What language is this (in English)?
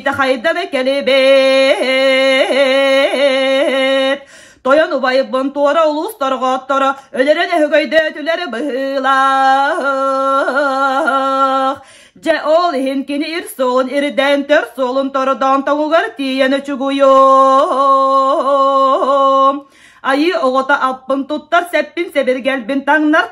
Yakut